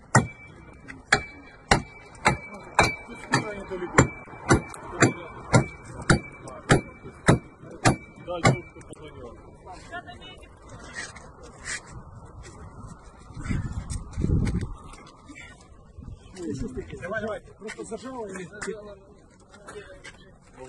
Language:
Ukrainian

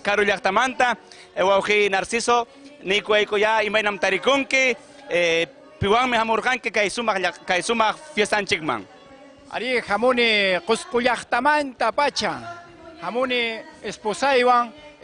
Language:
Ayacucho Quechua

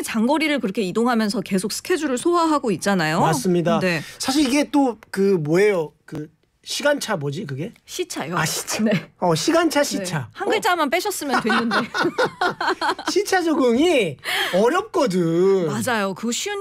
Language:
Korean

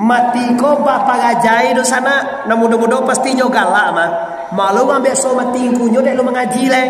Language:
Minangkabau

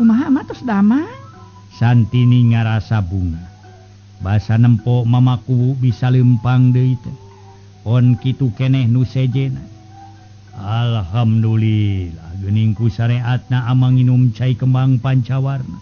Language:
Sundanese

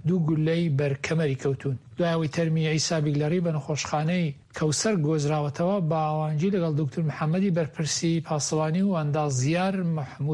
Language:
Central Kurdish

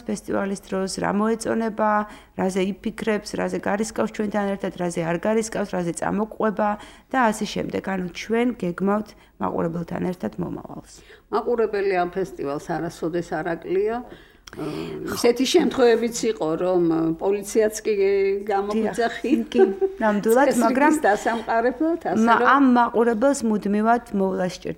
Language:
Georgian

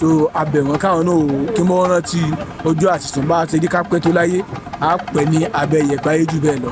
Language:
Yoruba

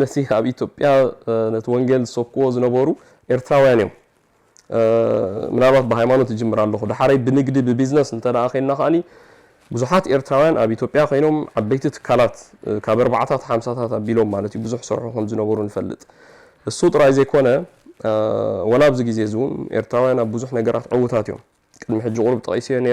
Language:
Tigrinya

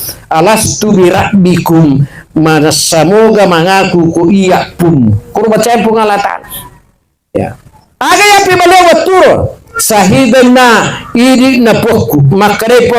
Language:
Buginese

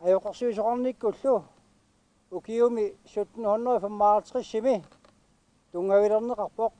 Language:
Kalaallisut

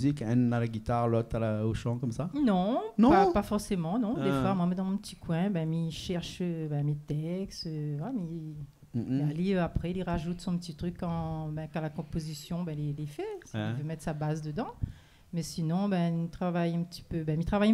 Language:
Réunion Creole French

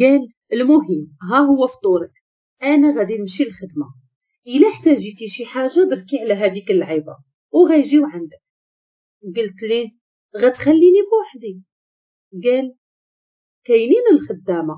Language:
Moroccan Arabic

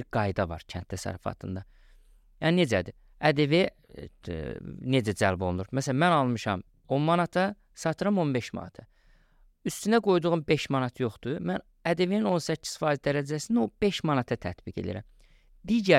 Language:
Azerbaijani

